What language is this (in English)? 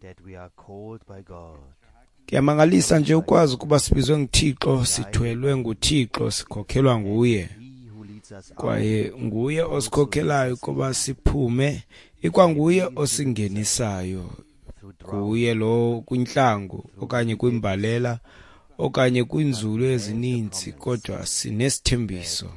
Xhosa